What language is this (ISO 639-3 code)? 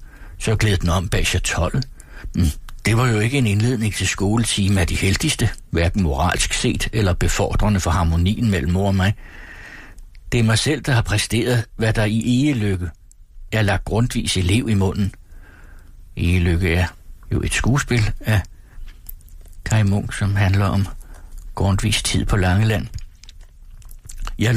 dan